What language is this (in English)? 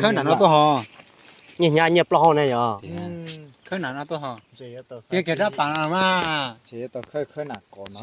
Hmong